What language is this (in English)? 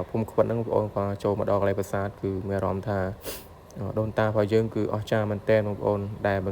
Khmer